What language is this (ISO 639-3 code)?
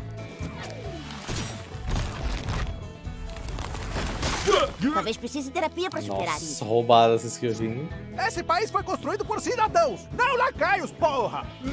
por